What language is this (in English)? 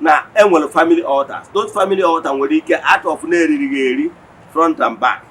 Igbo